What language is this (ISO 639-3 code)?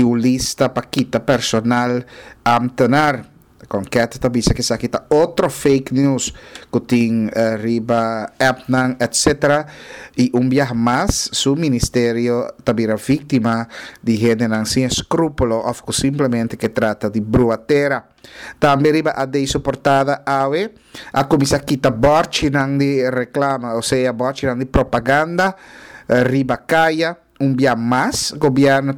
pap